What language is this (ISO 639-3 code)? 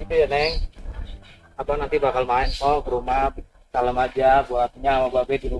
bew